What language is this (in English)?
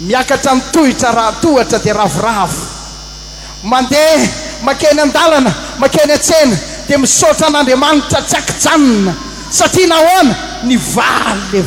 Malagasy